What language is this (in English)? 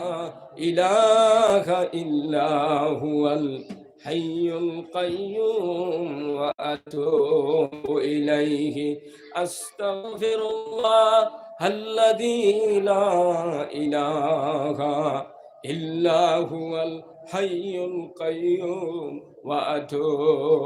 Sylheti